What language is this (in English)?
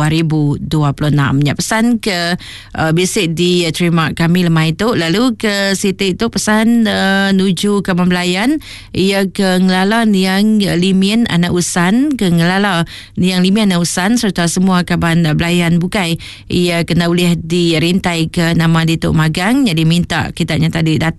Iban